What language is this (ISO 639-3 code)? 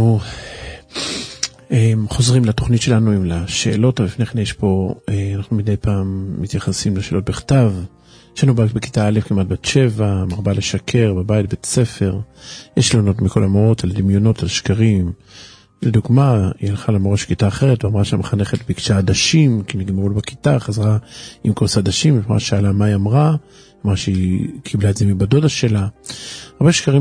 heb